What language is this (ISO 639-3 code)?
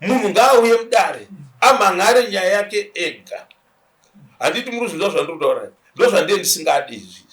sna